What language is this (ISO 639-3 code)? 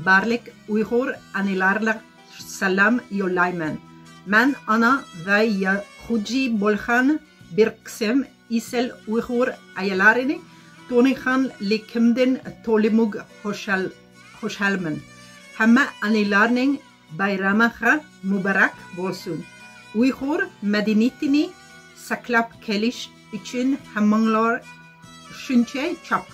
uig